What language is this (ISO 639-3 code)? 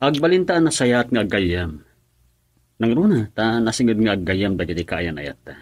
ilo